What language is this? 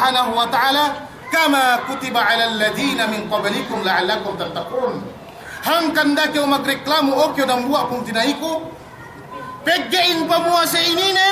Yakan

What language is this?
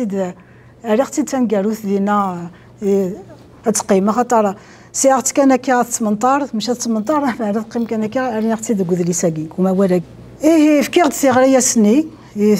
Kabyle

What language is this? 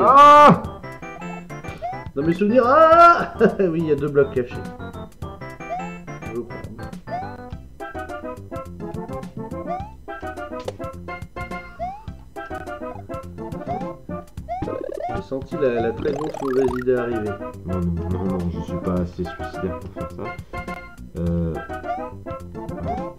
French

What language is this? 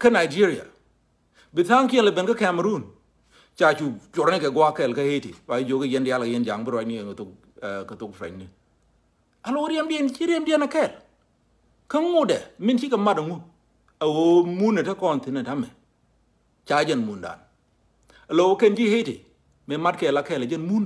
Nuer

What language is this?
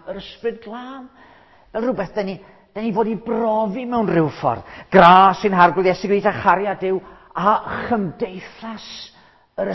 Welsh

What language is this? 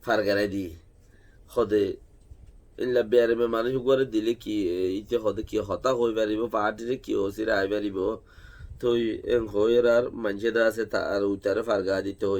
Rohingya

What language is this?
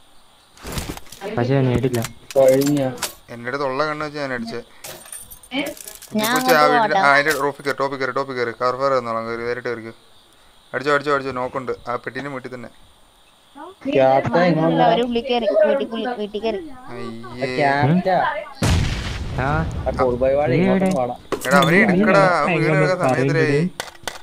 Malayalam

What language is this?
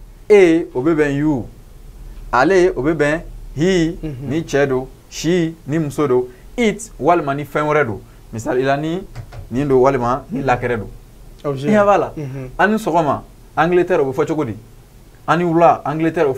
Bambara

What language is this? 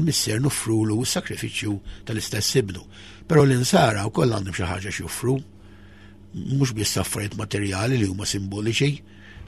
Maltese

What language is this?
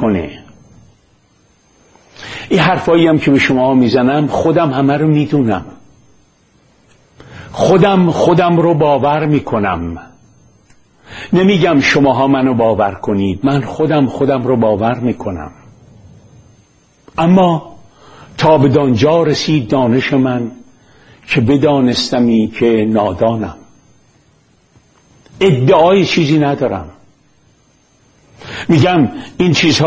Persian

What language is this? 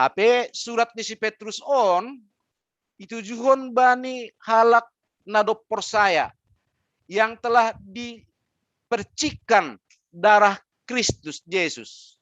Batak Simalungun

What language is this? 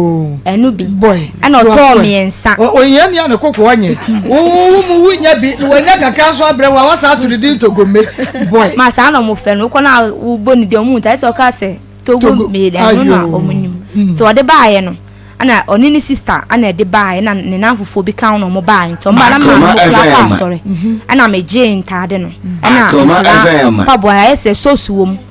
Akan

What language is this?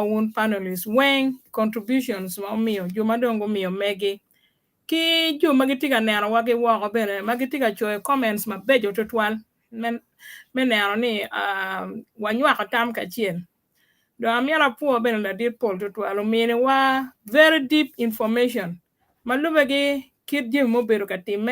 Acoli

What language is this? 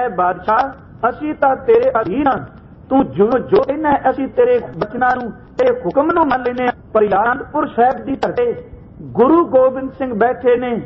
Punjabi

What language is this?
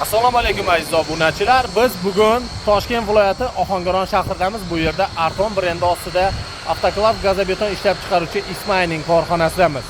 Uzbek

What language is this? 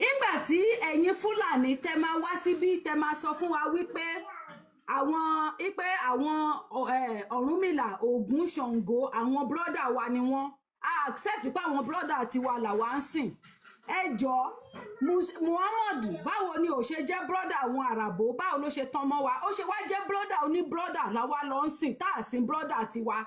Yoruba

